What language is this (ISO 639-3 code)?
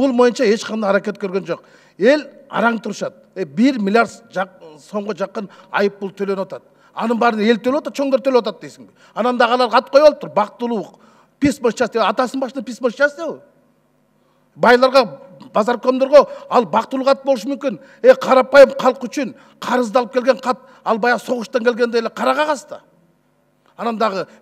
kir